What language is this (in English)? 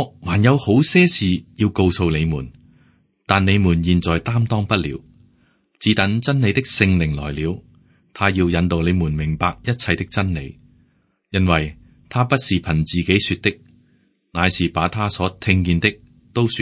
Cantonese